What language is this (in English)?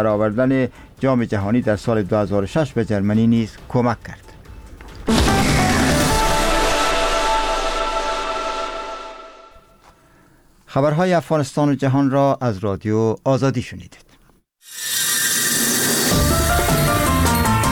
Persian